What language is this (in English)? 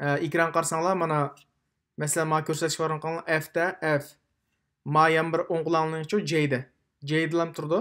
Uyghur